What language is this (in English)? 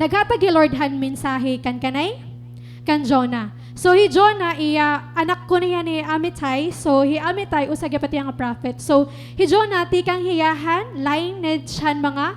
Waray